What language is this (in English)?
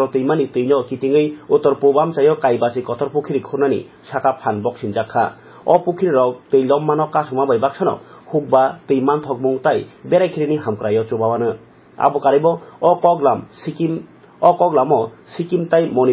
Kok Borok